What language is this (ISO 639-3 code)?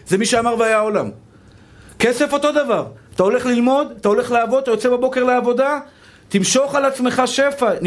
heb